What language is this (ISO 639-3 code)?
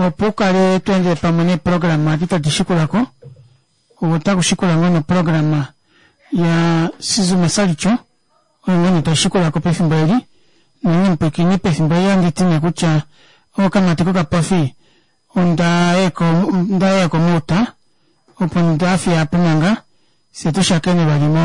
kua